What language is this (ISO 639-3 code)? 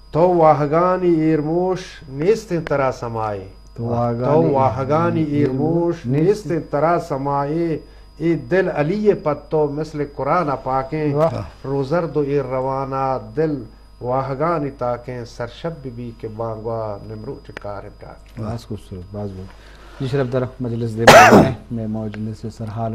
bgp